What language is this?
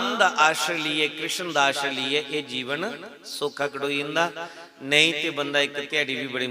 Dogri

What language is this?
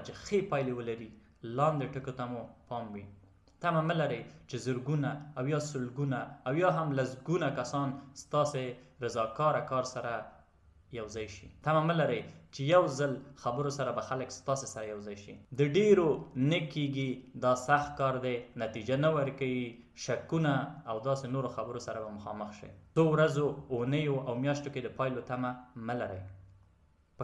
Pashto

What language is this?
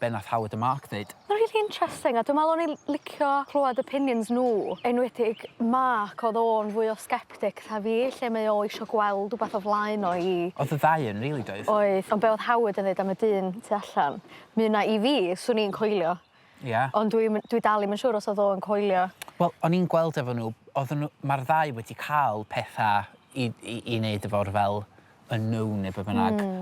Welsh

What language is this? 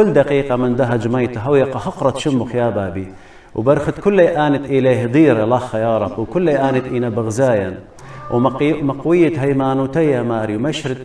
Assyrian Neo-Aramaic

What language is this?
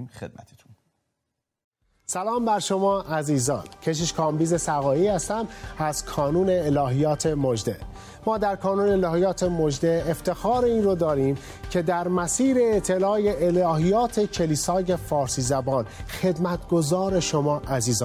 Persian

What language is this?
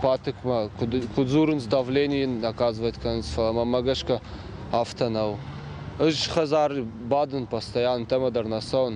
Ossetic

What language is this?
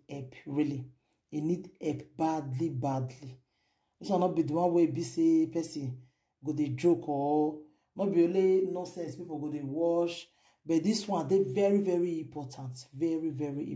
Nigerian Pidgin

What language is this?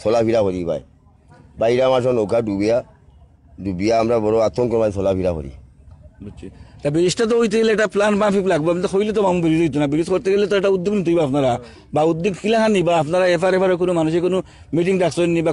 Sylheti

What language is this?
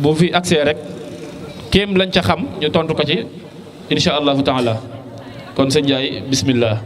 Wolof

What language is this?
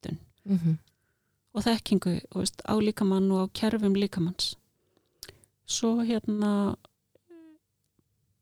Icelandic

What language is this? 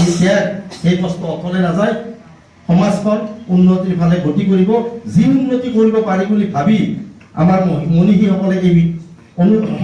Assamese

